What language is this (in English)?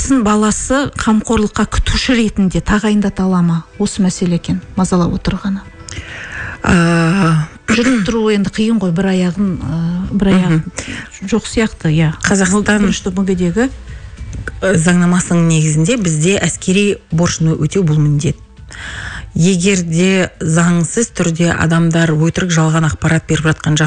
Kazakh